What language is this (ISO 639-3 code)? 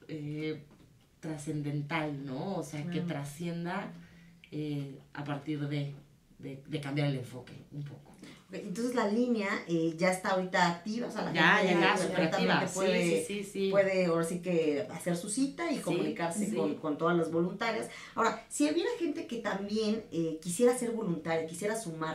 spa